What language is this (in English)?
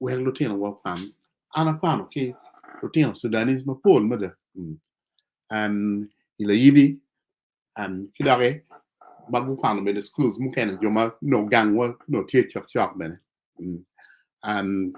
Acoli